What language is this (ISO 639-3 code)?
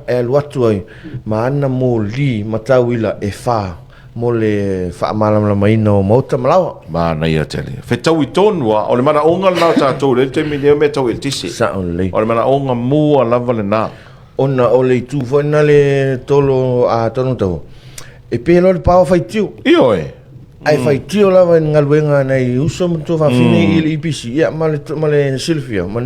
smo